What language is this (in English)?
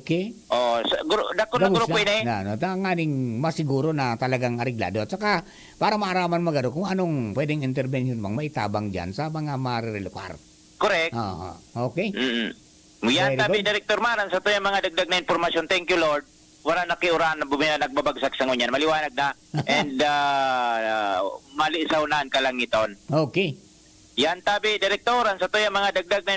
Bikol